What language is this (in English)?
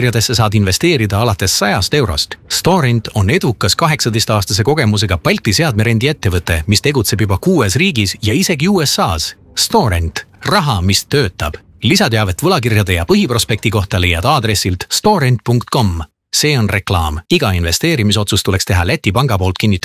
Estonian